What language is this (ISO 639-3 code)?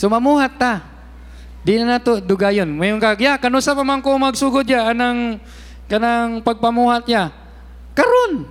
ceb